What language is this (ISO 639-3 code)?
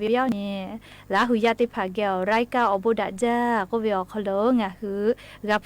lhu